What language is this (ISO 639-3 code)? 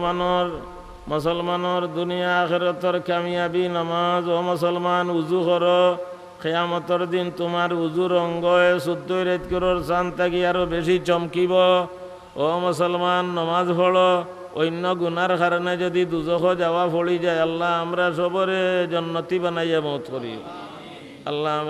syl